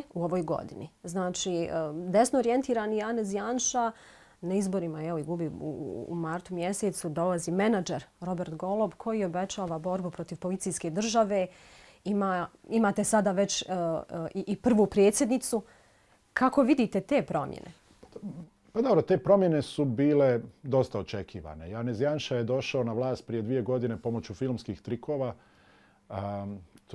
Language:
Bosnian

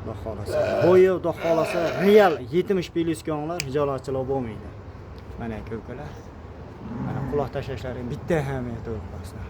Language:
Uzbek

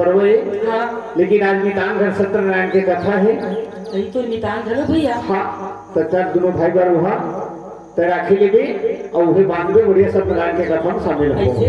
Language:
Chhattisgarhi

